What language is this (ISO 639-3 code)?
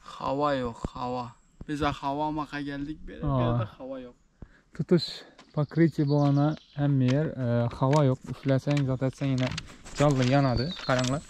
tuk